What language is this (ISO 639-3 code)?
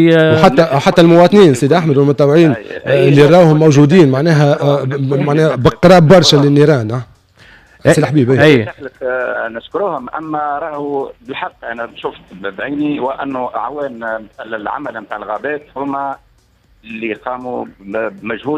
aeb